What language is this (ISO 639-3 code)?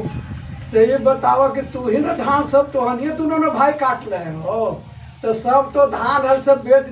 mag